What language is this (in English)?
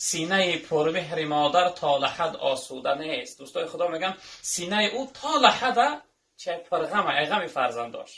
Tajik